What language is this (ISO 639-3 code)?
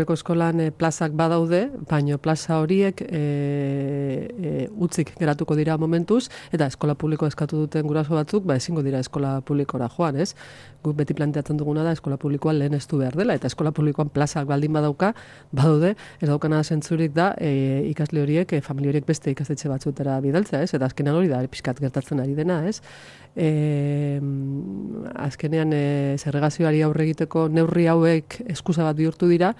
eus